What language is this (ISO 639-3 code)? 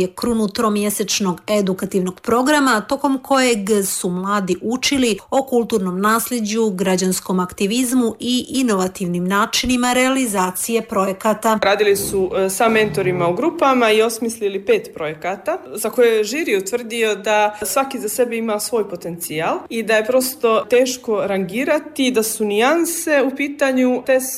srp